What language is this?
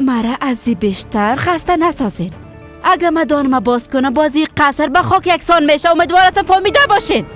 Persian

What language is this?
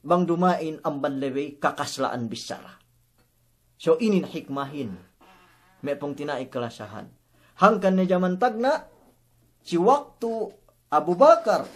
Yakan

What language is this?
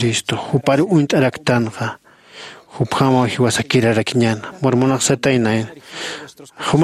Aymara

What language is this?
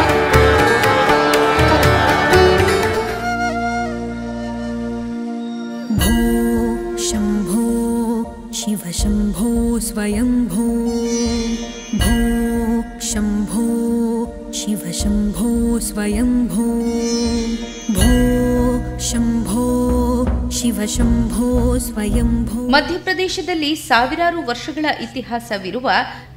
Kannada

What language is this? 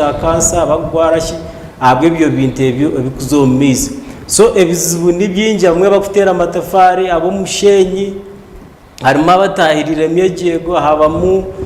Nyankole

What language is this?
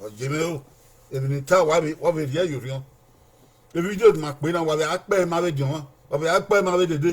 Bini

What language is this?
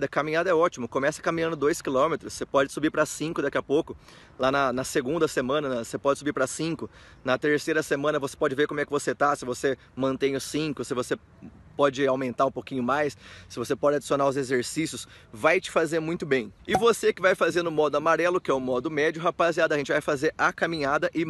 Portuguese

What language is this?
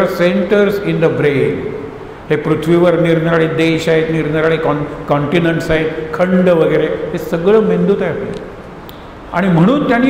Marathi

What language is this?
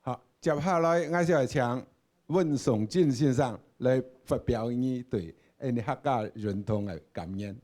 Hakka Chinese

